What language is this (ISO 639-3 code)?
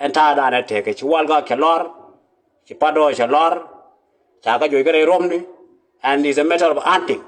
nus